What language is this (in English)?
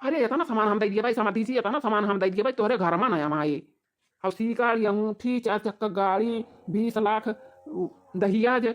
Awadhi